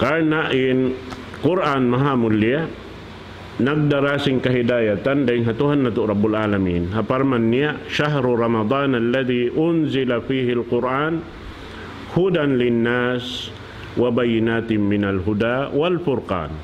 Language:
Tausug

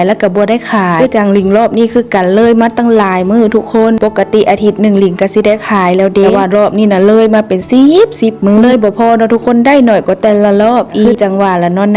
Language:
Lao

